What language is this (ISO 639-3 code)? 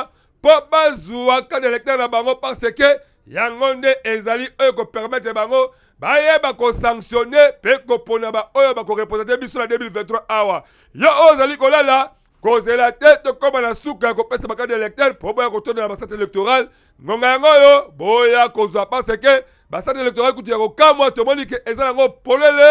lin